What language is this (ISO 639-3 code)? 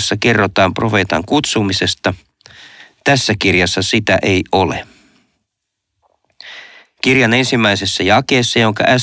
fin